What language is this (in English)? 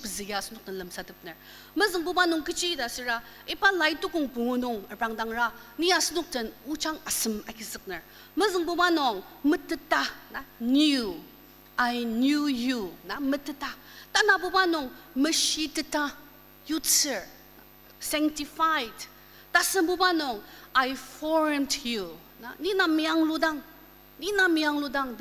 Ao Naga